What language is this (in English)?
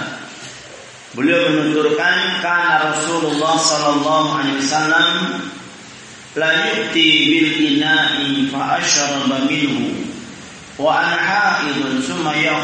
Indonesian